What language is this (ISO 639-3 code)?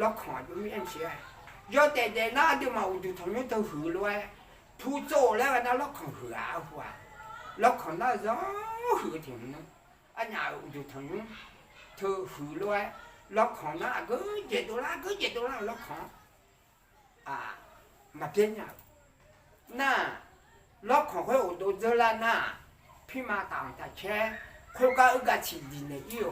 ahk